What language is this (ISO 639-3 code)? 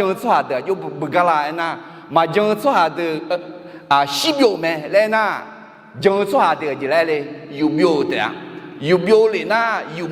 ahk